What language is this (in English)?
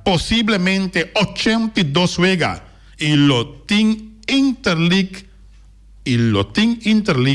Papiamento